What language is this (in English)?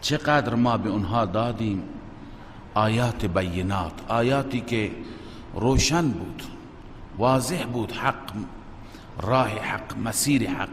Persian